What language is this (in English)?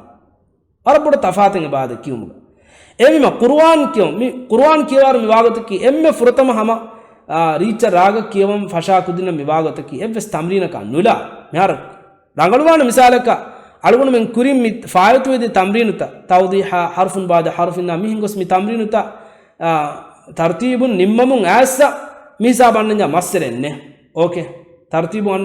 Divehi